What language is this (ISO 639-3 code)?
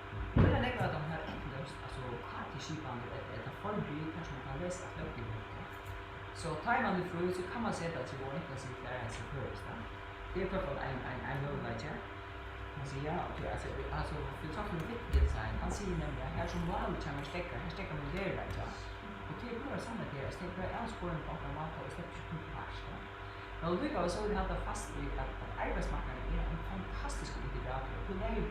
fao